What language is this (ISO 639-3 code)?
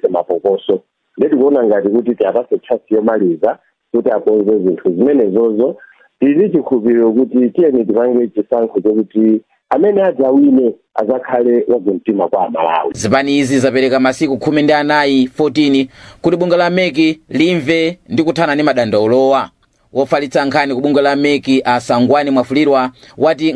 nya